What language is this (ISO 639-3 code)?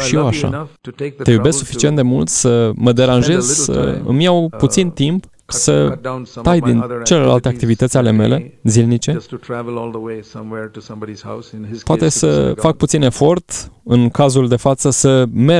ron